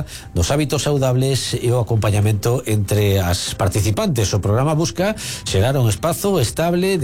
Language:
Galician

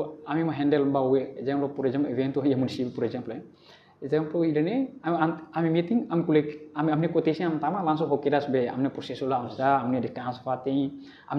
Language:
Tetum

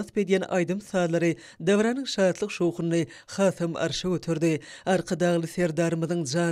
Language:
Turkmen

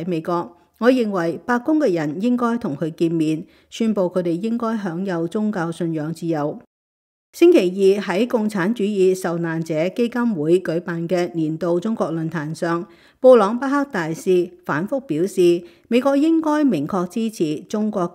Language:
Cantonese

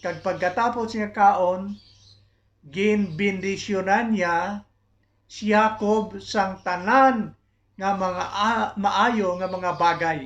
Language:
Hiligaynon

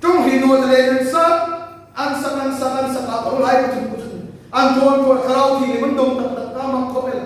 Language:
Hmar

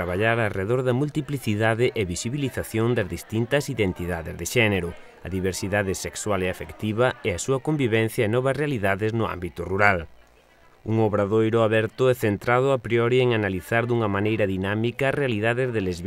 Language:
Galician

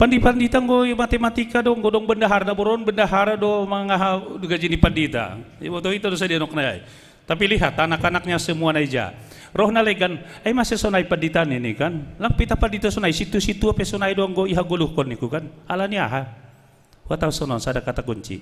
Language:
Batak Simalungun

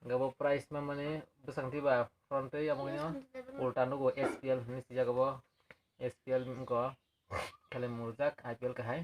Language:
Kok Borok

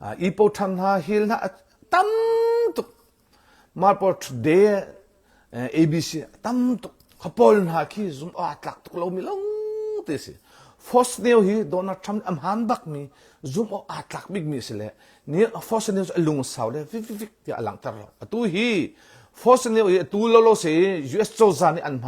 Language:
Hakha Chin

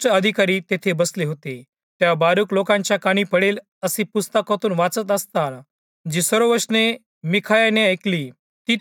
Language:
Marathi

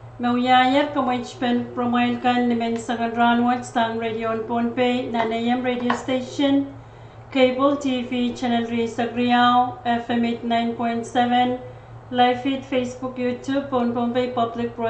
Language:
Pohnpeian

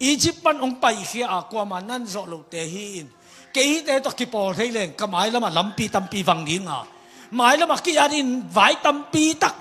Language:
Tedim Chin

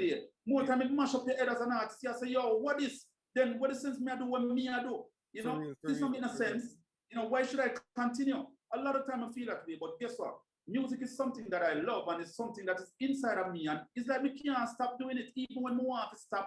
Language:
Jamaican Creole English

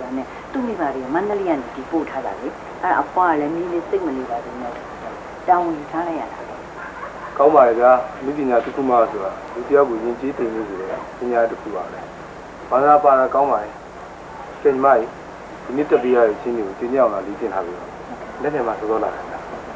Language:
Burmese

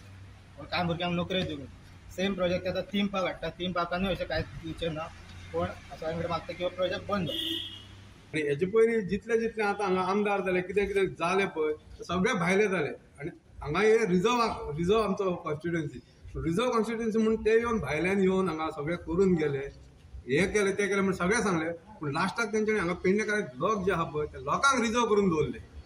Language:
Konkani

